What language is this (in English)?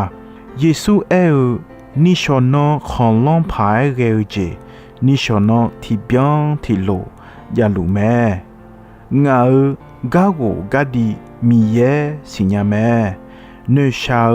Akha